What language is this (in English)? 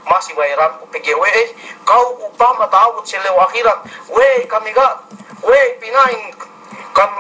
Yakan